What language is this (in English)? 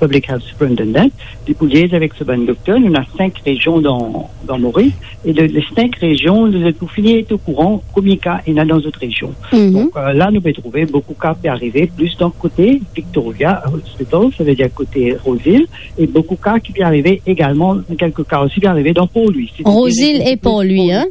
Morisyen